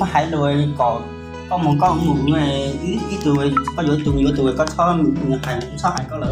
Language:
Hmong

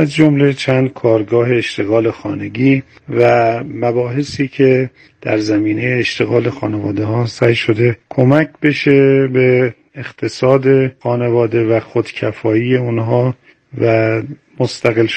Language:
Persian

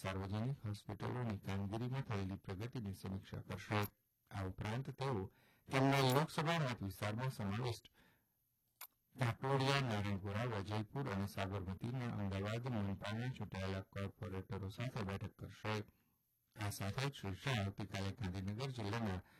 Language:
Gujarati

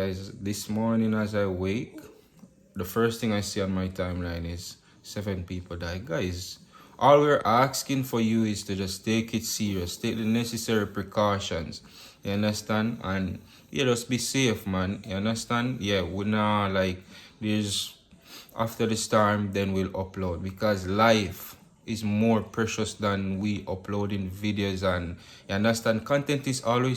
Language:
Jamaican Creole English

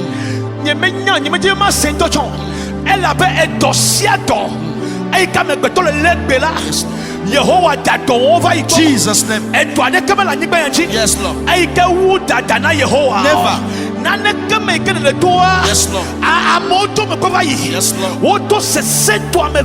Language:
Ewe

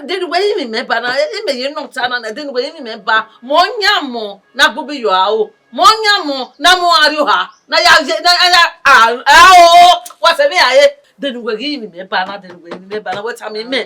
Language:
Bini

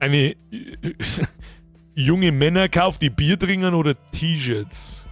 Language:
Bavarian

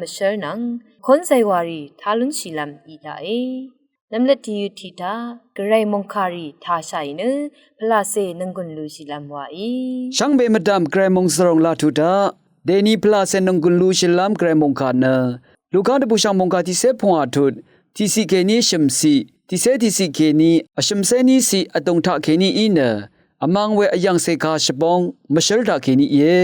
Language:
Rawang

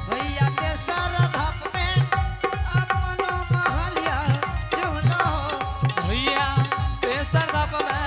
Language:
Angika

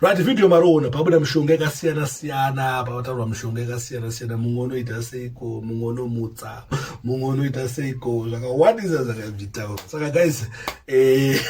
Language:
Shona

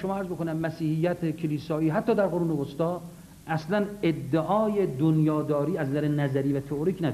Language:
Persian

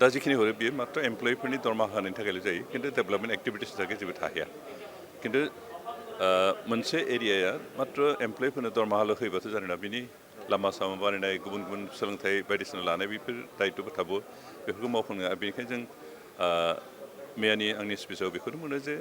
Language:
Bodo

